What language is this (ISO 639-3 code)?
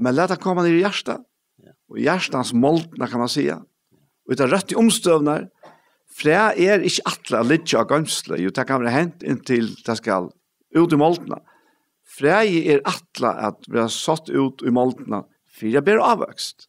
fao